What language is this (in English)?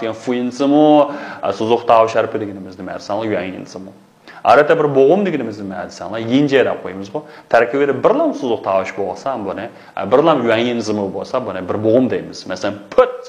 Uyghur